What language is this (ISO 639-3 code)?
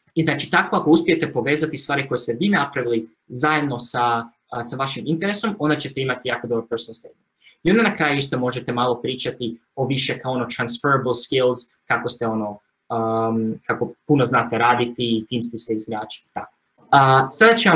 hrv